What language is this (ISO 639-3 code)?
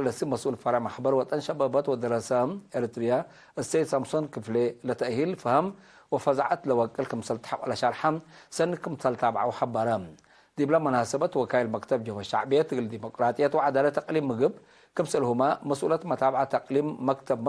tig